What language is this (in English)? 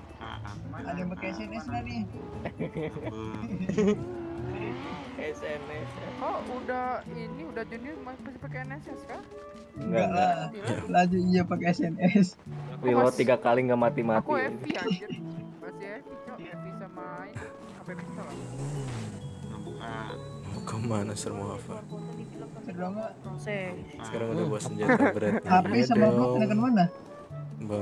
Indonesian